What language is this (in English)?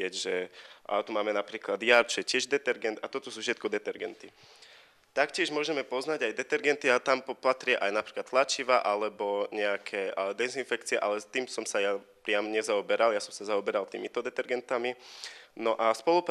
Slovak